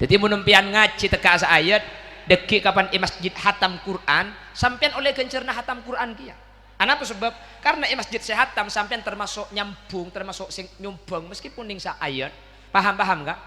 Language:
Madurese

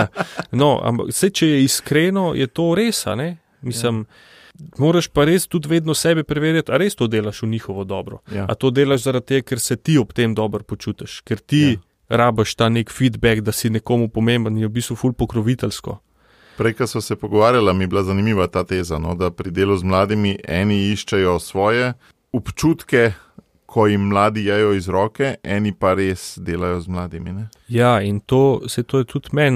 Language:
Slovenian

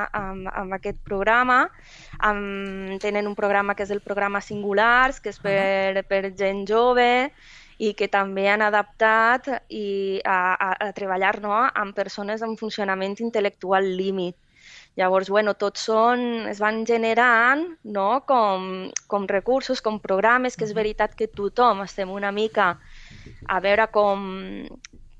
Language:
Catalan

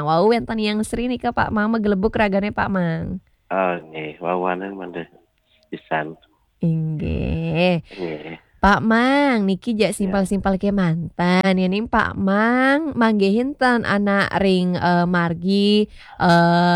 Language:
Balinese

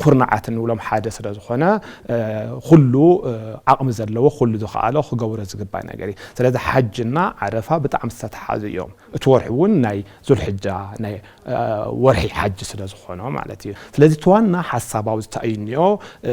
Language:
Tigrinya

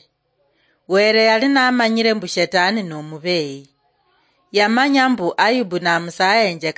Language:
Luyia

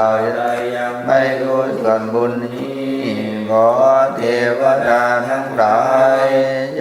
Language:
Pali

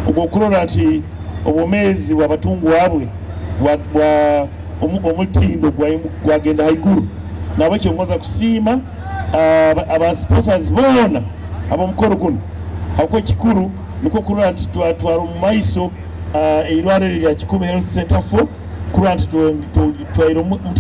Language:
Nyoro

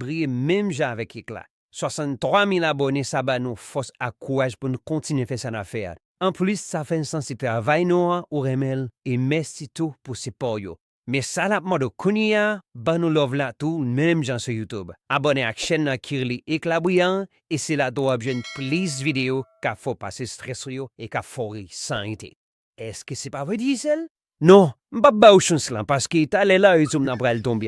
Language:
Haitian Creole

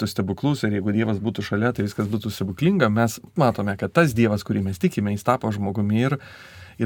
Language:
Lithuanian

